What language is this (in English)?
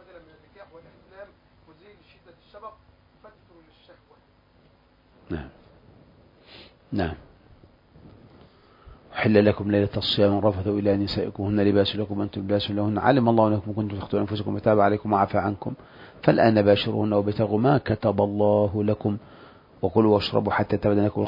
Arabic